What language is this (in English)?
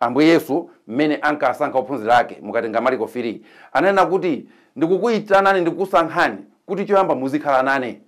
Nyanja